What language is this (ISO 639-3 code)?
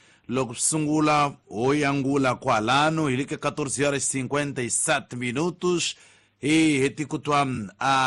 tso